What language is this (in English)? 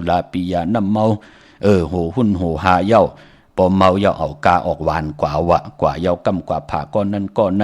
Shan